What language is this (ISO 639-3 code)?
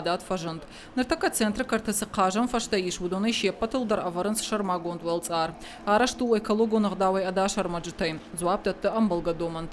oss